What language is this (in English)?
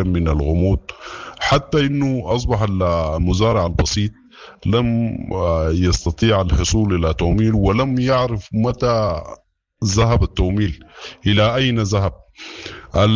Sudanese Arabic